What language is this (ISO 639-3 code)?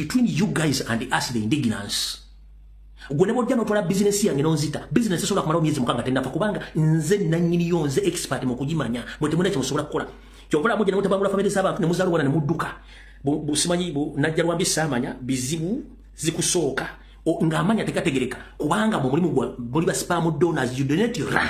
lug